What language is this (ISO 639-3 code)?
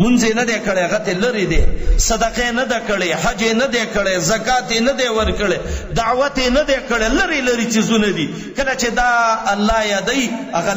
pus